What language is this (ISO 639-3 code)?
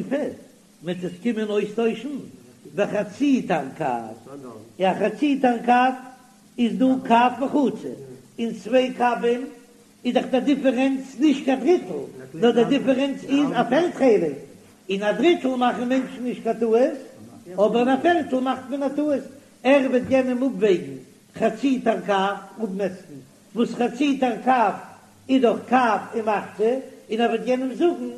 yid